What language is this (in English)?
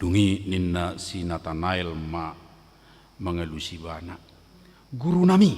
Batak Toba